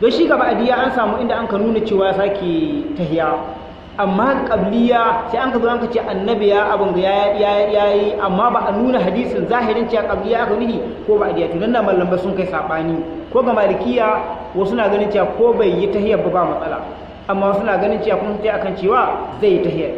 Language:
Hausa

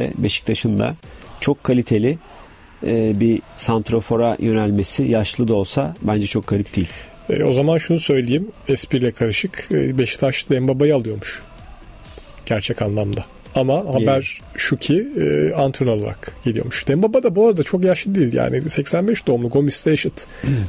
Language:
Turkish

